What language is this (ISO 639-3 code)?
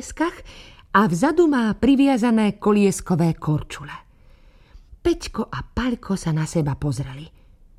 slk